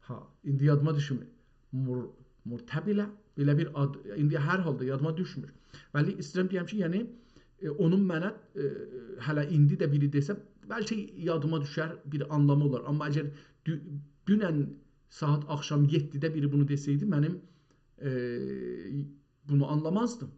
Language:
South Azerbaijani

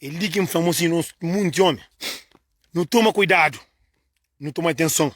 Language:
Kabuverdianu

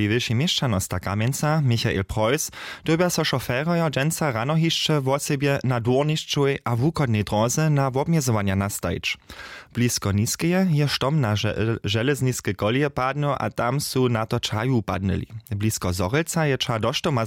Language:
Upper Sorbian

